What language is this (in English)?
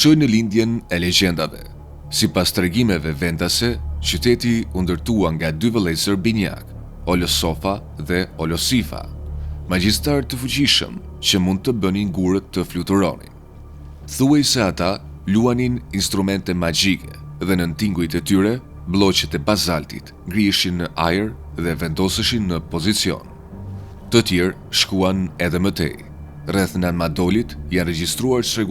Albanian